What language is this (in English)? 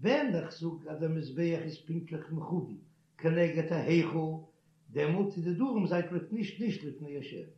Yiddish